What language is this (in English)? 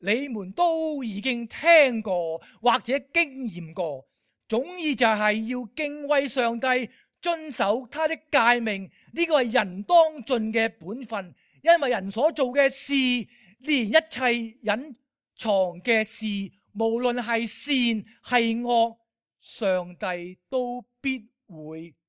Cantonese